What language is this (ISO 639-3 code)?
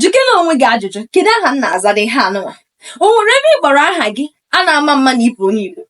ibo